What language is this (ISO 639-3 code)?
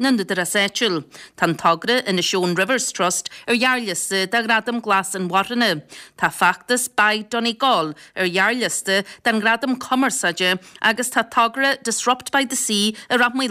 gle